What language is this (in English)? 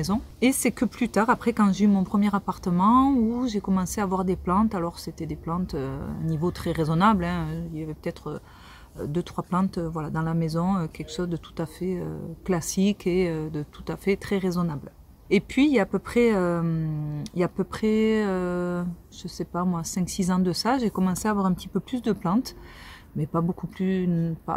French